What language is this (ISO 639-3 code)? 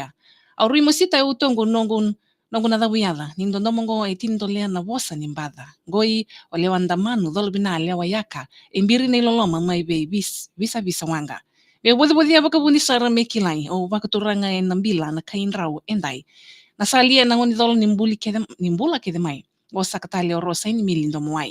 fij